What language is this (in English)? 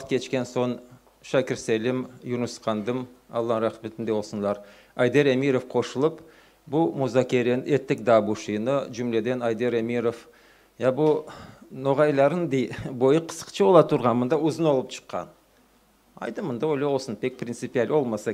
Crimean Tatar